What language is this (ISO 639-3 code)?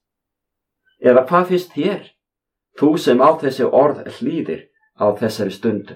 isl